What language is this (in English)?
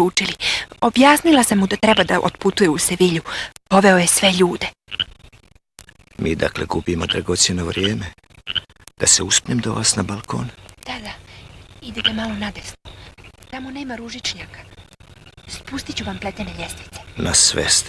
Croatian